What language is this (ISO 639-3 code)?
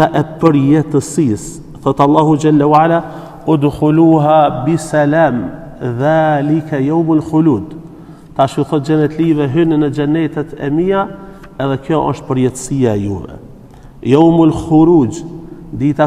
sqi